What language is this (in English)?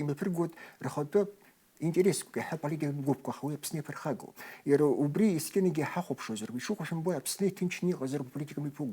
Abkhazian